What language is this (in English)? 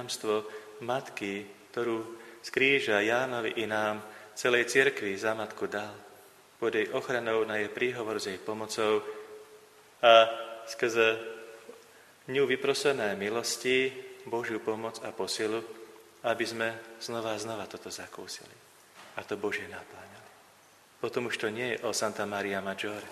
Slovak